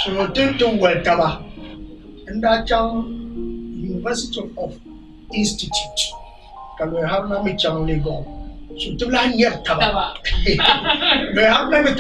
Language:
Dagbani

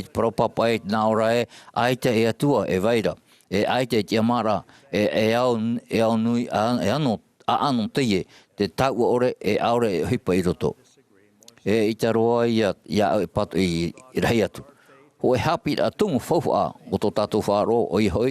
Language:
Tahitian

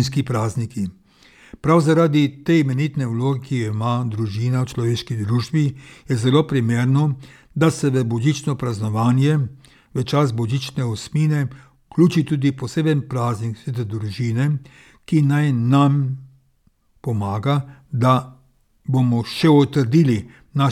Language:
Slovenian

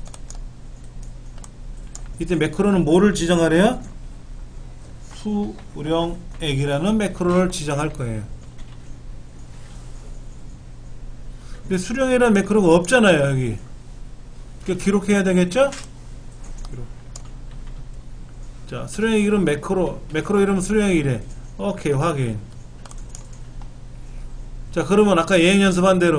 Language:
Korean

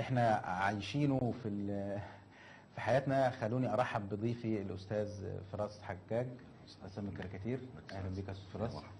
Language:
Egyptian Arabic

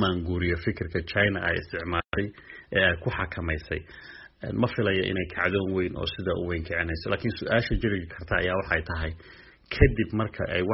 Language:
Somali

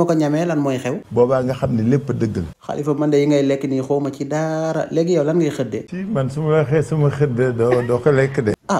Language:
Wolof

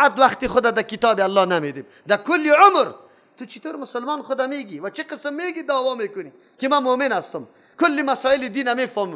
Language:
Persian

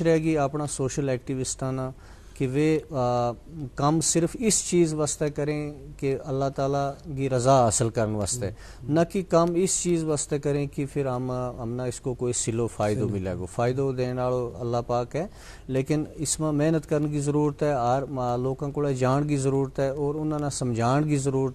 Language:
Gujari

